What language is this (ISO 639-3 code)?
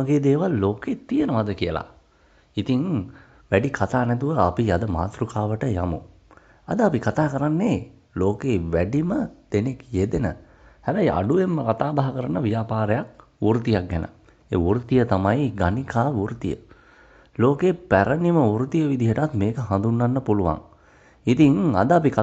sin